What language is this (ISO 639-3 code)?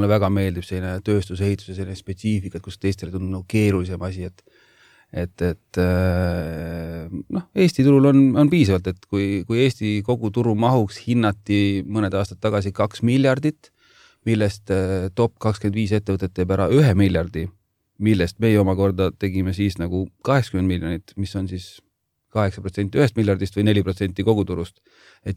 est